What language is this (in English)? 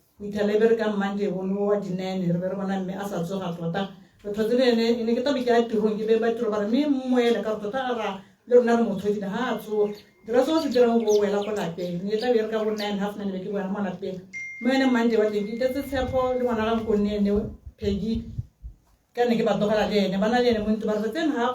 Tswana